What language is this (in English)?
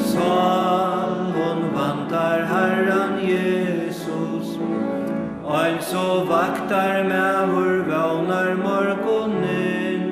Faroese